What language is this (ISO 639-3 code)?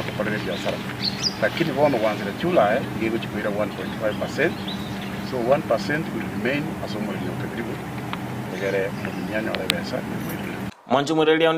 guz